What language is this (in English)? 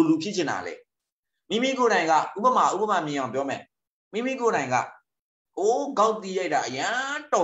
Burmese